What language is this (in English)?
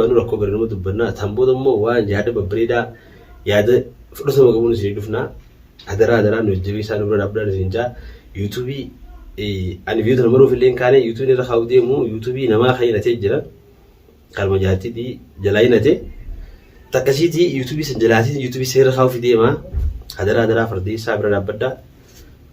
Oromo